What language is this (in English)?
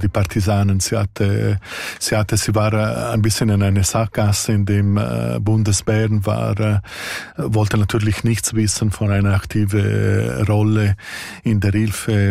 German